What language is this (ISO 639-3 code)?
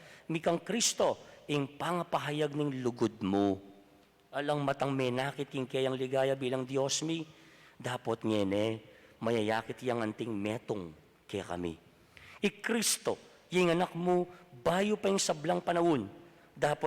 pam